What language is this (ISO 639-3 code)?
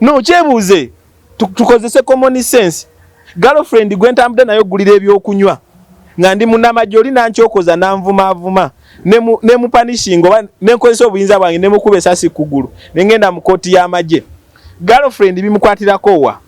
lug